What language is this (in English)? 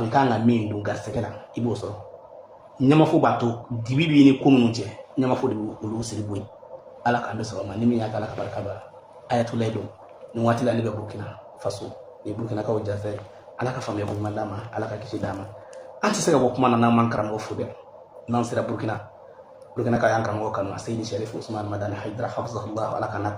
Bambara